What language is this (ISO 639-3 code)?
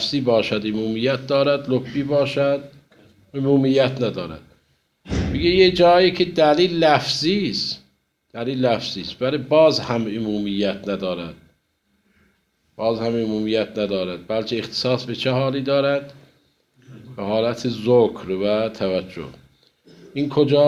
fas